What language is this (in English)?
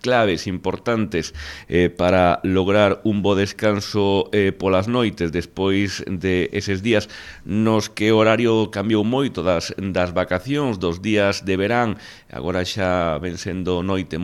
Galician